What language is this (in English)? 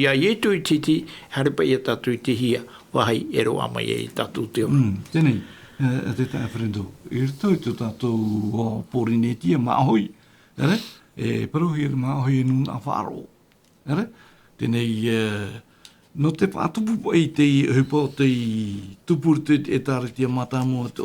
Tahitian